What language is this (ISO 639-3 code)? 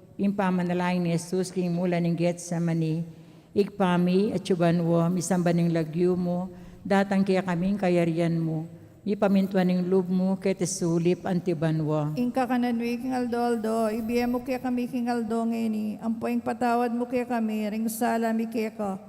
pam